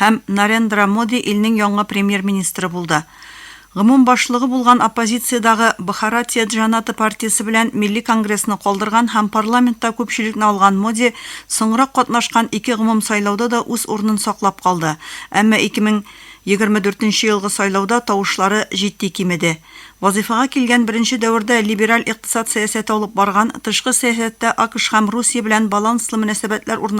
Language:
Tatar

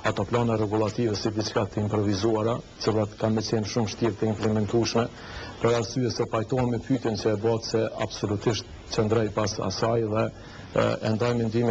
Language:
Albanian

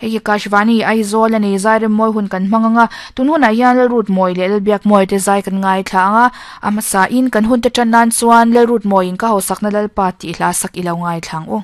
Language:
Mizo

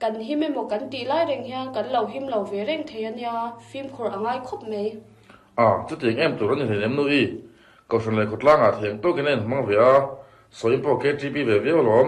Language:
Mizo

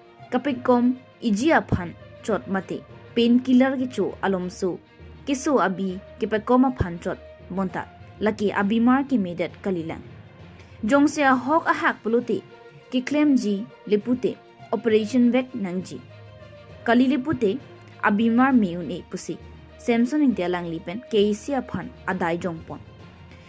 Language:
Karbi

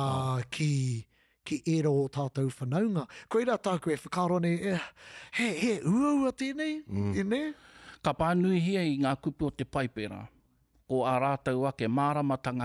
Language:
Māori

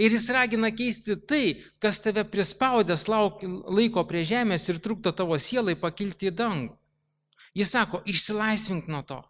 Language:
Lithuanian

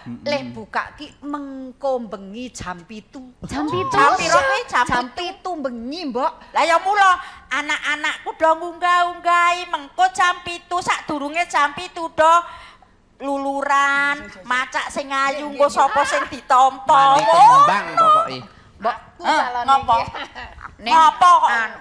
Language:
Javanese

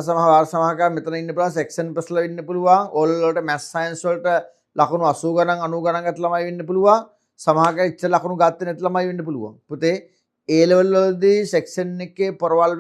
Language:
Sinhala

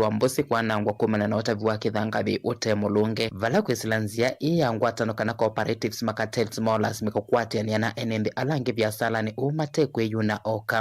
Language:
Kamba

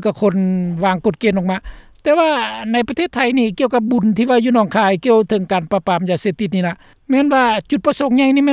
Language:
Lao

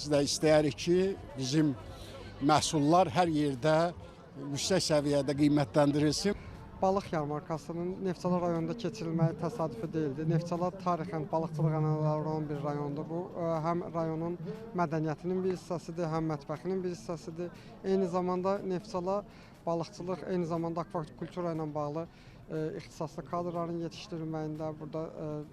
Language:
Azerbaijani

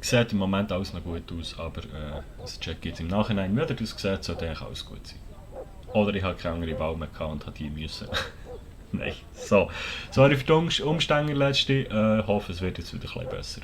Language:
Swiss German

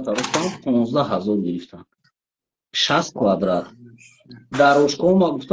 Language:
Tajik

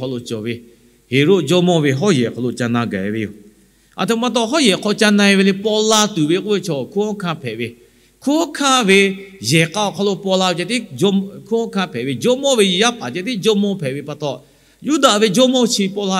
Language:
Lahu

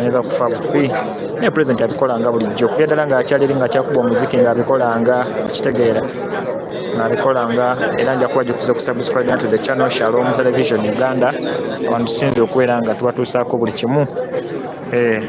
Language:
Soga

